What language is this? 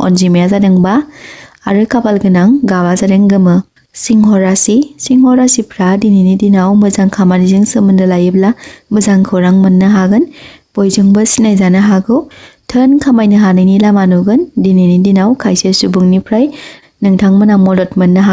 Bodo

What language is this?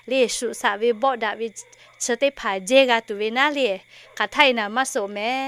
Lahu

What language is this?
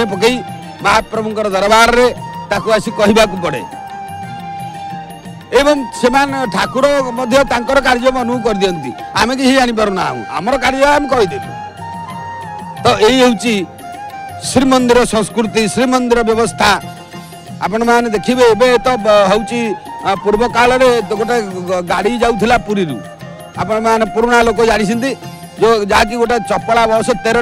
Odia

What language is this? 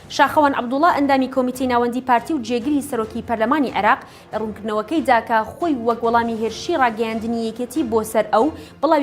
Central Kurdish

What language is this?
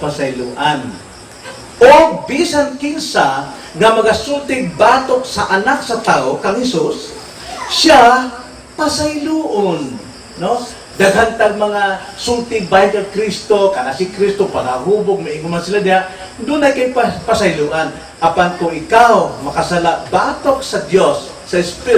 Cebuano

